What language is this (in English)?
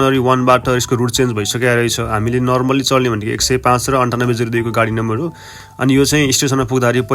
Nepali